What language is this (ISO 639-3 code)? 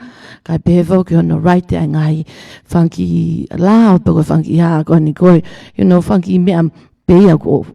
ton